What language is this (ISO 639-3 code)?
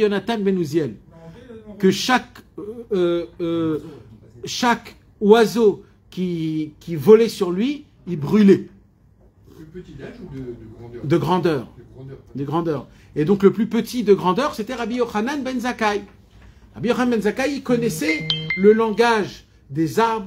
fra